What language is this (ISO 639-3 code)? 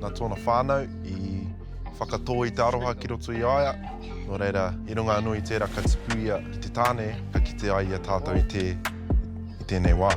mri